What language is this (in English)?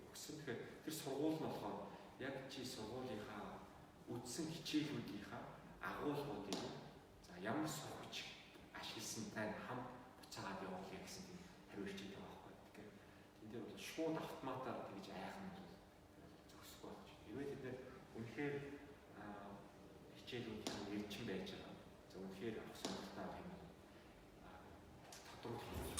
Mongolian